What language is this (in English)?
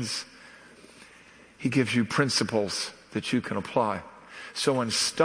English